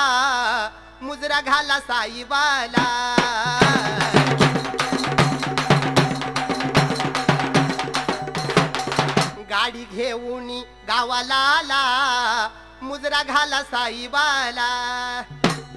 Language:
Marathi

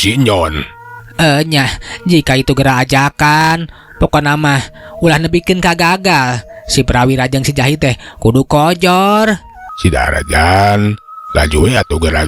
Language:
Sundanese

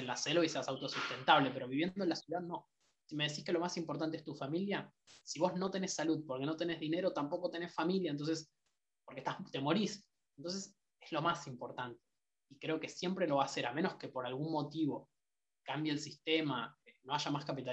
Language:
Spanish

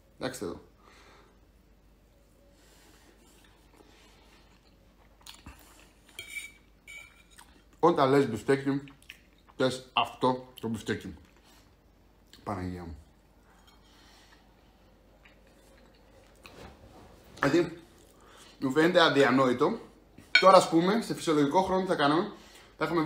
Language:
Greek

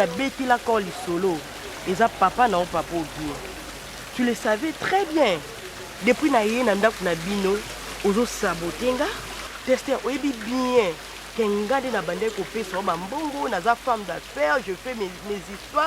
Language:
Lingala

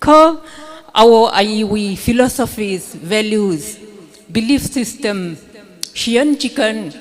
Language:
Tangkhul Naga (India)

